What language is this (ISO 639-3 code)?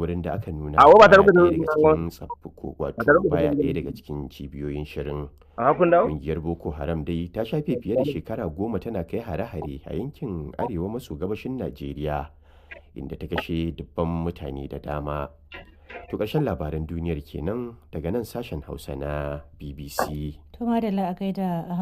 hau